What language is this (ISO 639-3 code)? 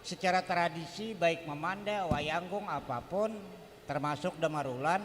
bjn